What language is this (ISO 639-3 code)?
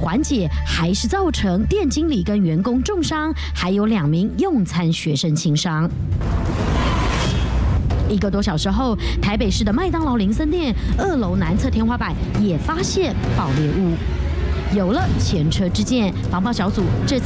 zho